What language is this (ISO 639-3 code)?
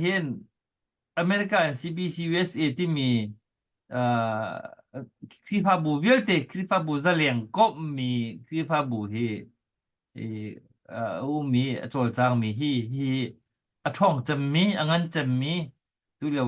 cnh